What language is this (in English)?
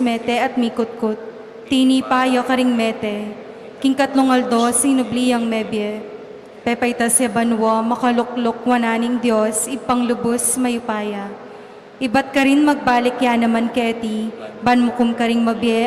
Pampanga